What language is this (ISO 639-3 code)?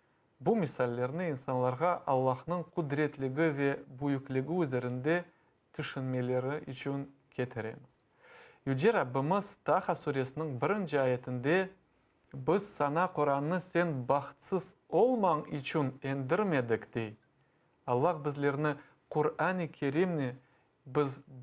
crh